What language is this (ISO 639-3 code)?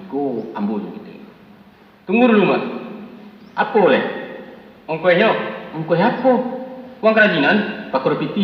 min